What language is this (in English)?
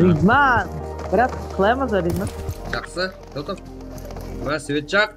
Kara-Kalpak